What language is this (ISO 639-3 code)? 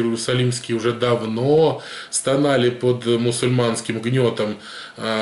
rus